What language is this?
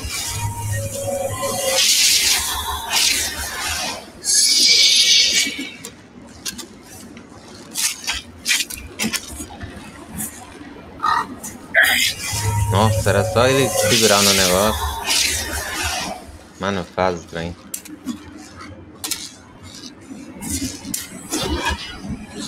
Portuguese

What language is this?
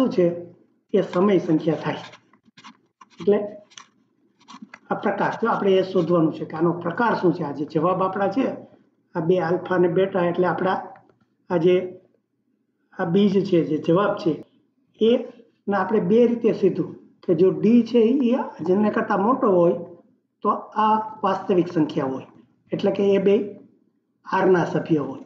Gujarati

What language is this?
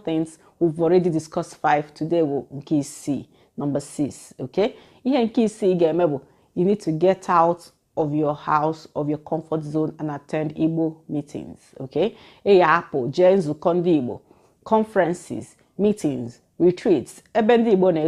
Igbo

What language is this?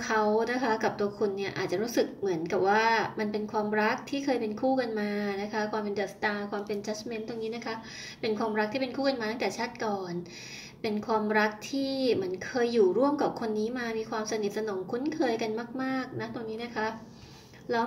Thai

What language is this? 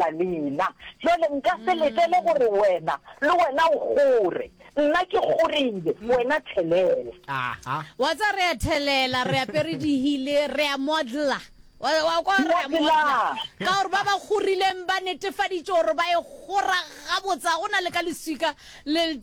Northern Sotho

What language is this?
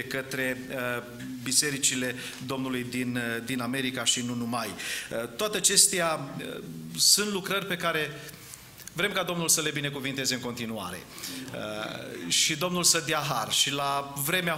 Romanian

